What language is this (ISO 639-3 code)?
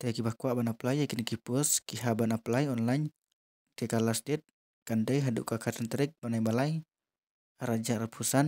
kha